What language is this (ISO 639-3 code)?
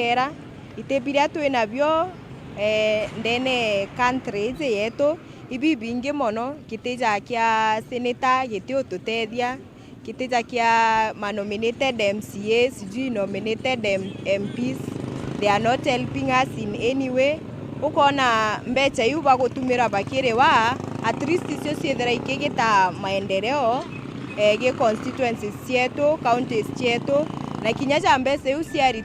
mer